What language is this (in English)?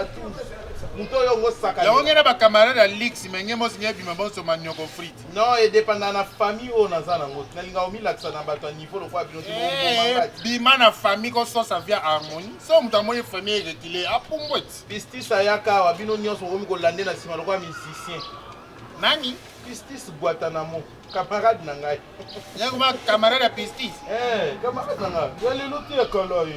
Lingala